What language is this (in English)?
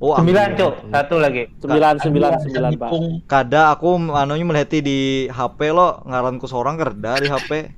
Banjar